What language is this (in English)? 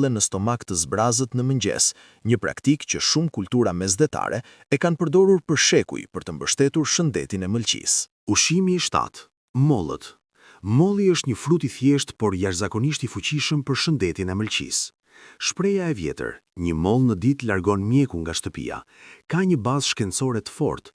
Albanian